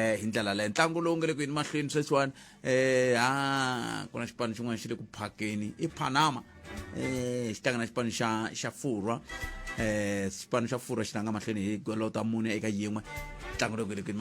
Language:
Tsonga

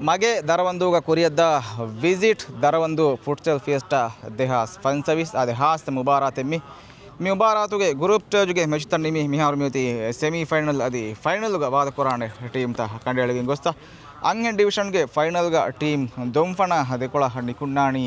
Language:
Divehi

